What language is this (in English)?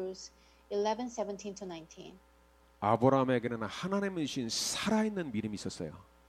Korean